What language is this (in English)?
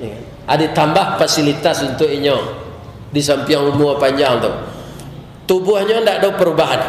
Minangkabau